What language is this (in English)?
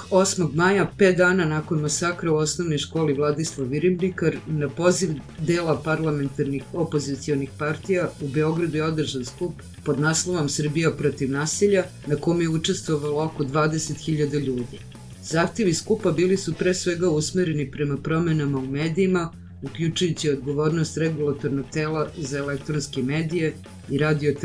Serbian